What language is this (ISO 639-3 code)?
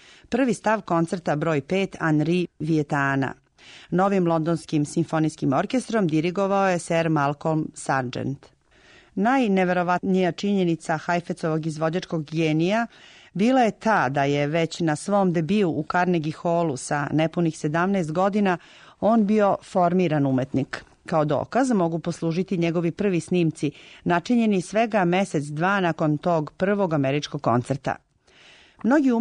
srp